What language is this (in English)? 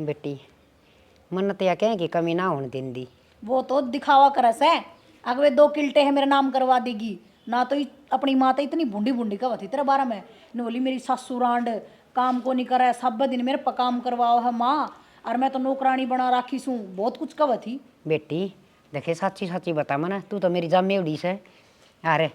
Haryanvi